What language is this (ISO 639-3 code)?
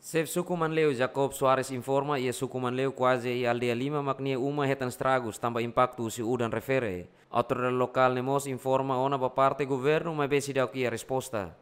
tet